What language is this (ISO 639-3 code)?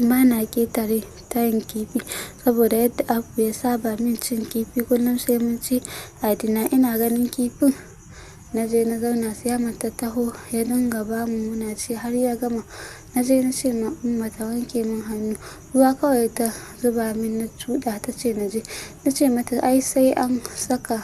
hau